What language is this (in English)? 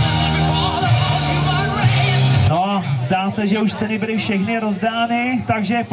Czech